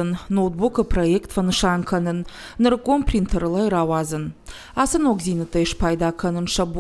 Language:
Ossetic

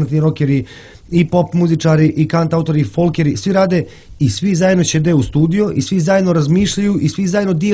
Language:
Serbian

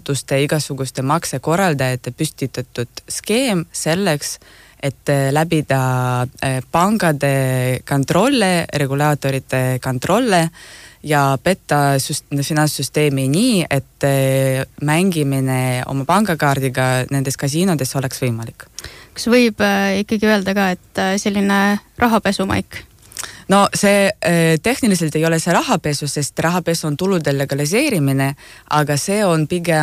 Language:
Estonian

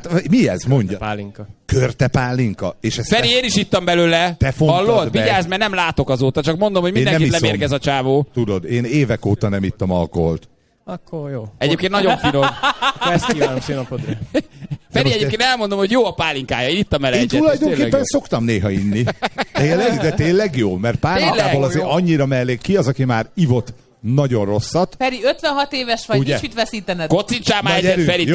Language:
Hungarian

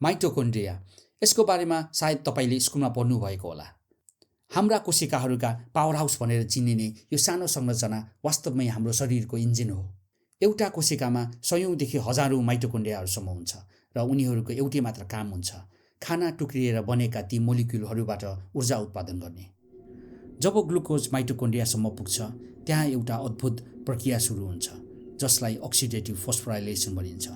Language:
Nepali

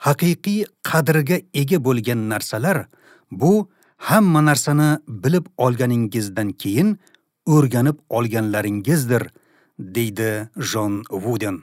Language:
Uzbek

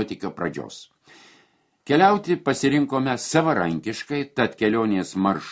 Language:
Lithuanian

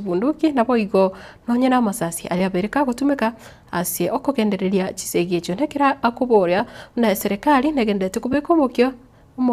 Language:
Gusii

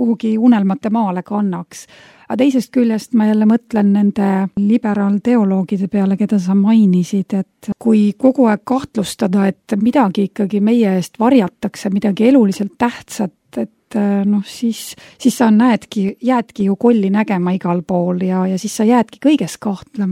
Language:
Estonian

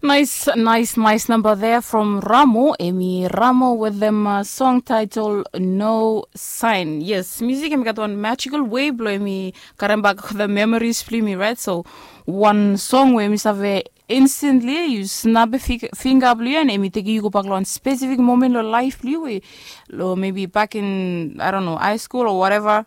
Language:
Bislama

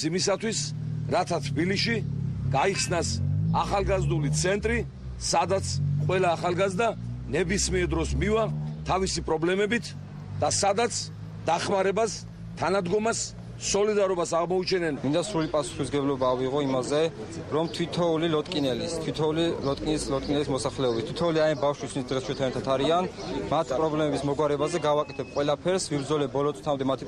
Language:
Georgian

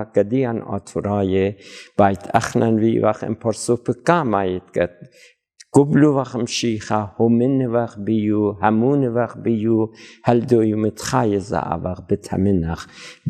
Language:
Assyrian Neo-Aramaic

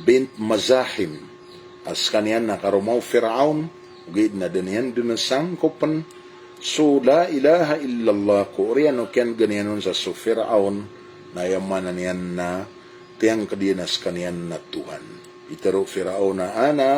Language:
Maranao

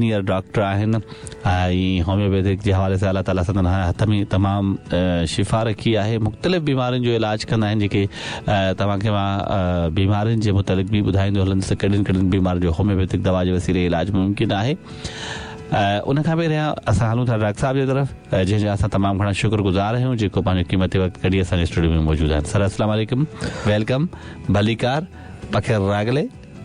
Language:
Sindhi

